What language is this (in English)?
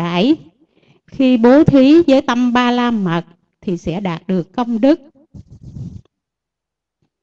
Vietnamese